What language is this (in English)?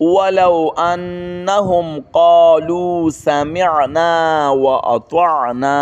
Pashto